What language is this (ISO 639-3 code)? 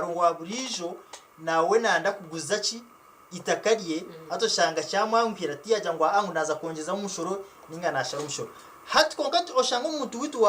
nyn